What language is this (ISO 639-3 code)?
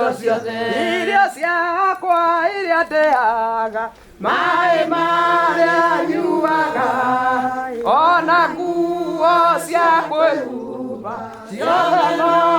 kik